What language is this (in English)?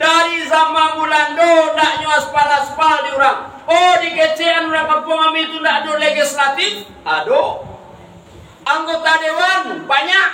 Minangkabau